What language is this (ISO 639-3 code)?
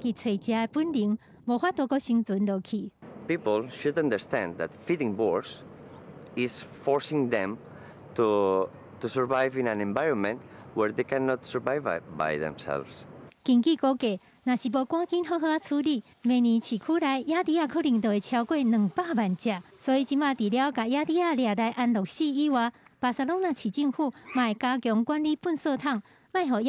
nan